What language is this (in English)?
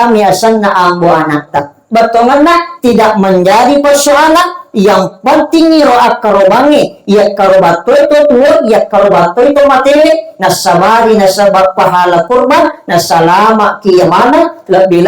Buginese